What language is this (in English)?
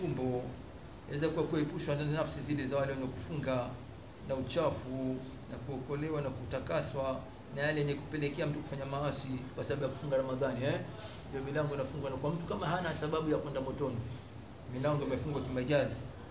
Swahili